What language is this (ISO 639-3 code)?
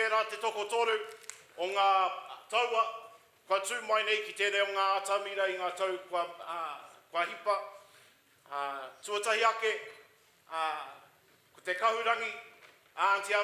mri